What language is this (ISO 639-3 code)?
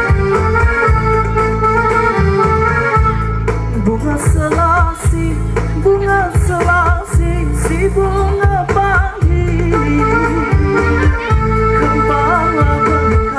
msa